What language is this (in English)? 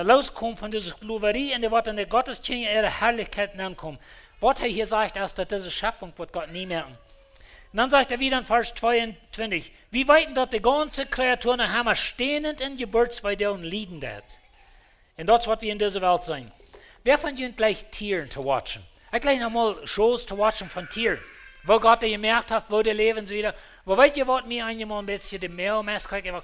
Plautdietsch